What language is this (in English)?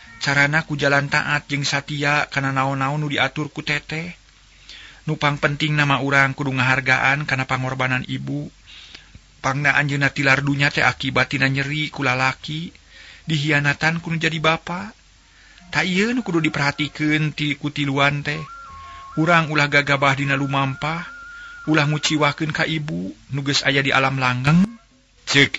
Sundanese